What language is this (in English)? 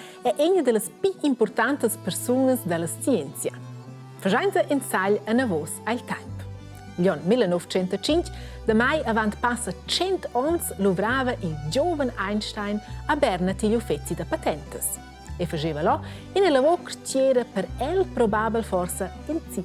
Romansh